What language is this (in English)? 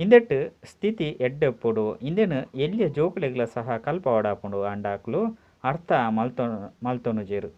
Tulu